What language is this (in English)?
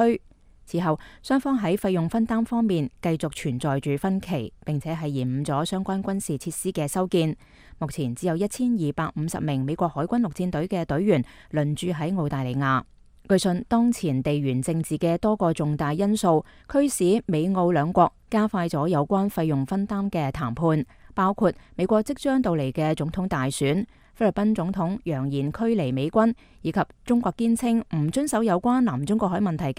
Cantonese